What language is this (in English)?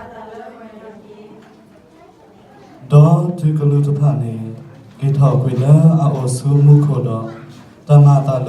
S'gaw Karen